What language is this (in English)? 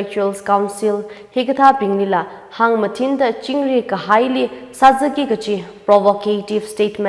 Tangkhul Naga (India)